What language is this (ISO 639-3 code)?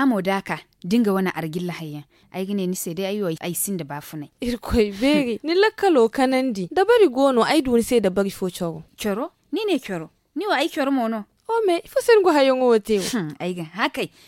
dje